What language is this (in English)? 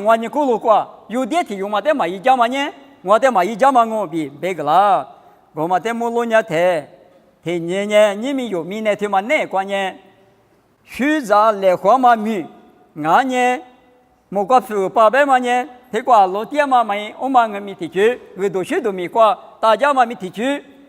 Lisu